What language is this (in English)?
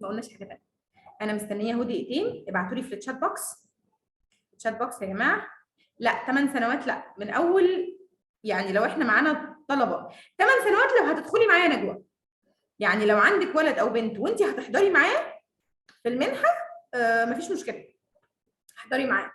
Egyptian Arabic